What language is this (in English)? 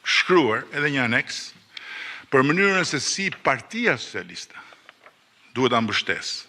Albanian